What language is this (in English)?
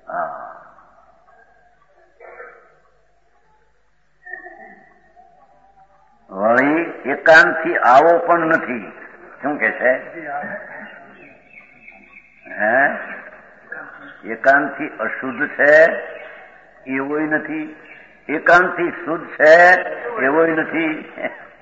Gujarati